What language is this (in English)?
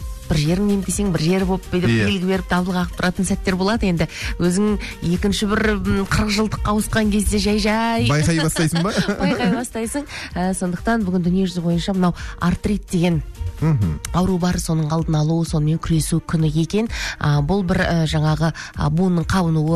Kazakh